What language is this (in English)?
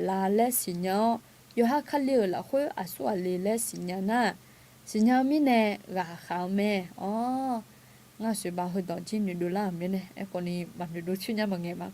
Akha